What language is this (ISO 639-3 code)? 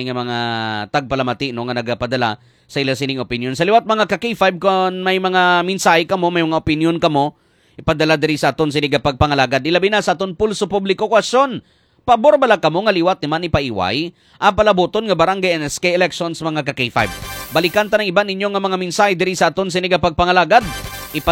hil